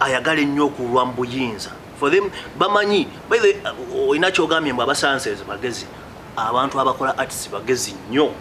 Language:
Ganda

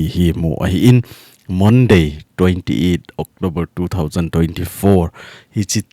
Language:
Thado Chin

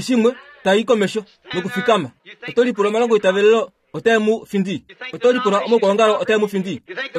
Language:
Kuanyama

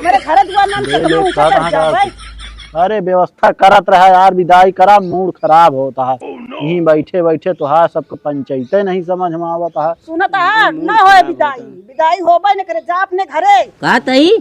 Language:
Awadhi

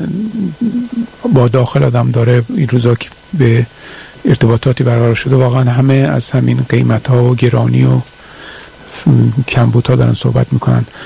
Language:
Persian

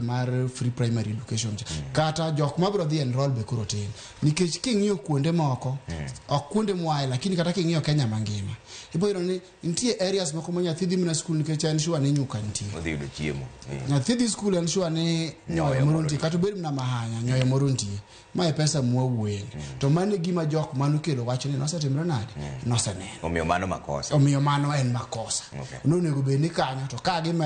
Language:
Luo (Kenya and Tanzania)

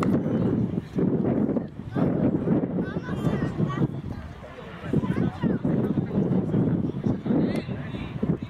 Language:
Slovak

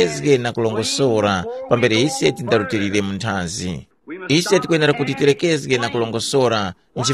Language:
Tumbuka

